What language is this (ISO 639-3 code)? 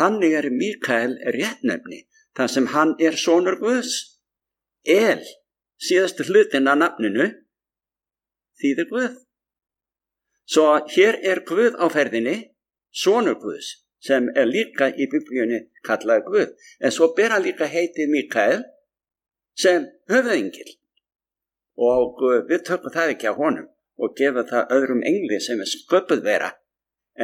isl